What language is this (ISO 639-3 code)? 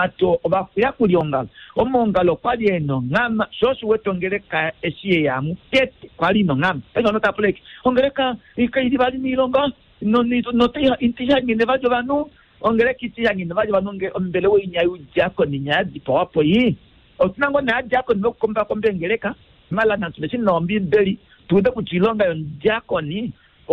kua